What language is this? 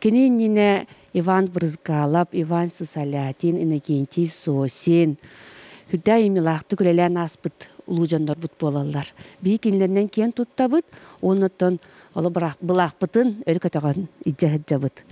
Yakut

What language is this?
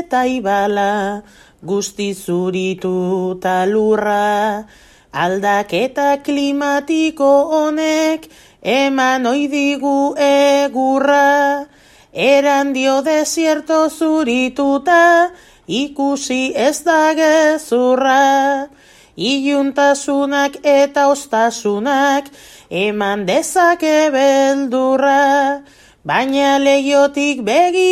Basque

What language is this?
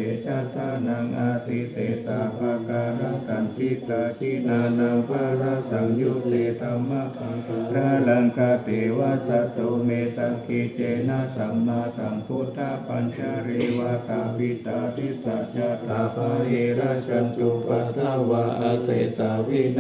Pali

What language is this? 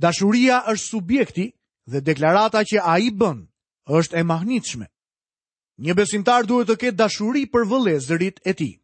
Albanian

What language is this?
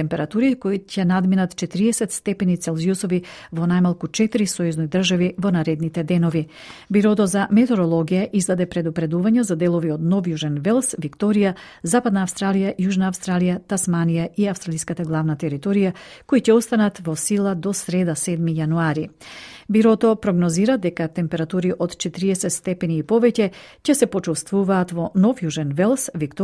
Macedonian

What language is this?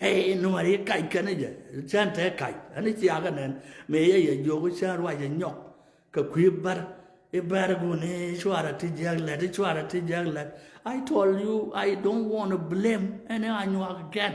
Nuer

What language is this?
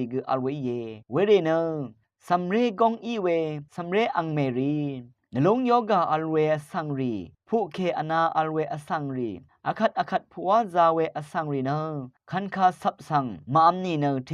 Rawang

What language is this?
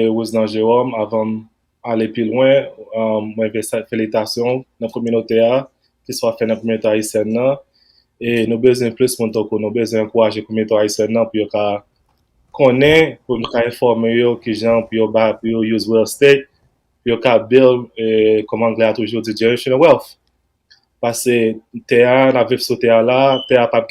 Haitian Creole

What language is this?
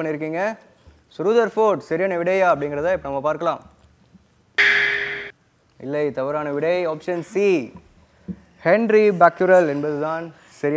Tamil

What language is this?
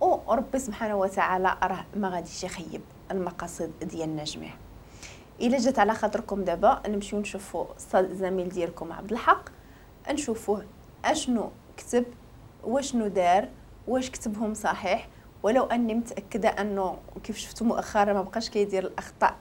Moroccan Arabic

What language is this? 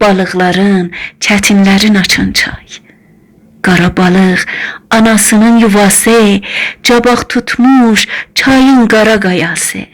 South Azerbaijani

